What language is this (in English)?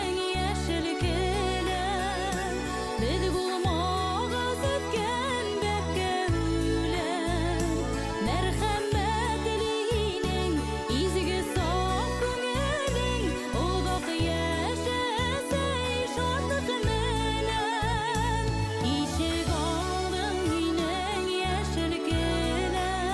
Bashkir